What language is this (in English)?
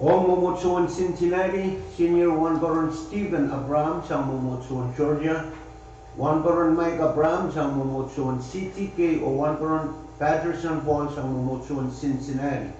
Pohnpeian